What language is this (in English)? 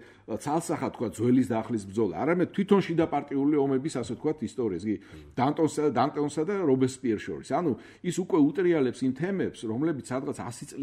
Georgian